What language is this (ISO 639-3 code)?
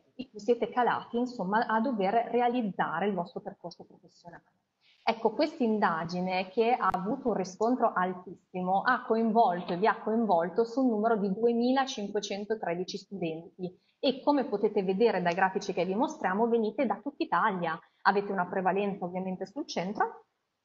ita